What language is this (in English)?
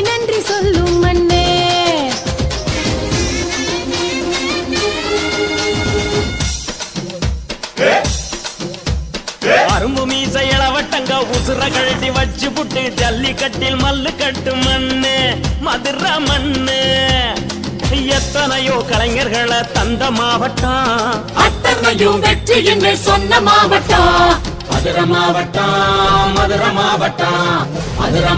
Tamil